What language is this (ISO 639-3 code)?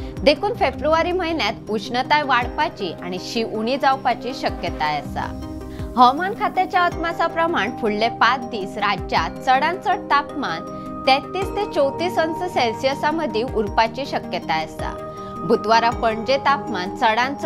kok